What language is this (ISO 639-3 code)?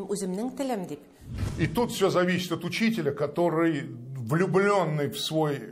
tat